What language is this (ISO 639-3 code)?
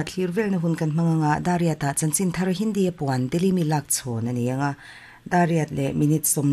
lus